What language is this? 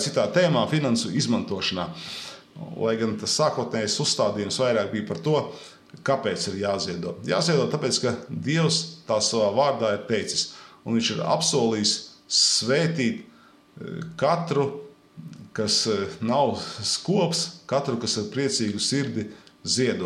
Latvian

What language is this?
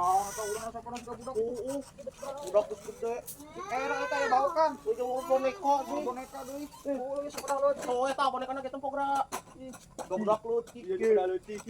Sundanese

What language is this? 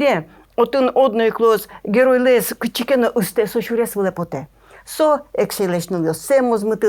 Udmurt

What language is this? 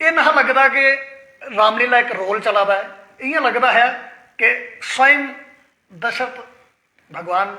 Dogri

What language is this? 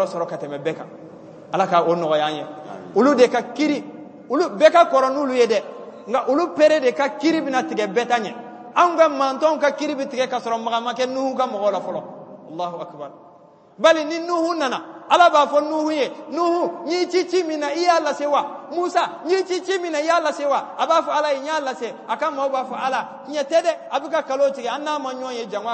Bambara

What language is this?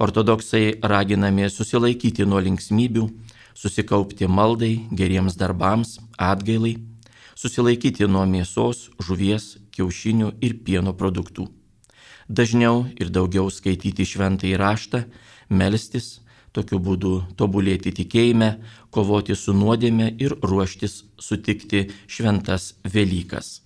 Lithuanian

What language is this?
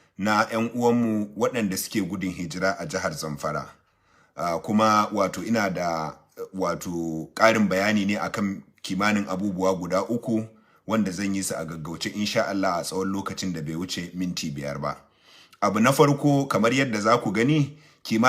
Hausa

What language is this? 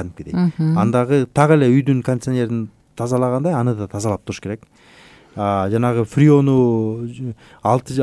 Kyrgyz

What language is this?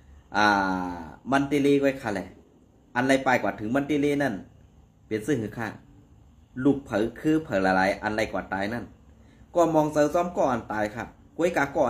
Shan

